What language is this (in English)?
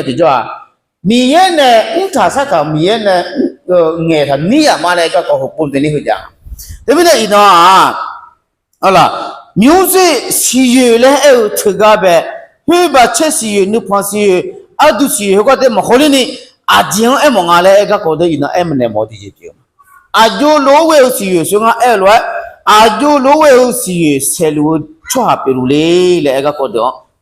Akha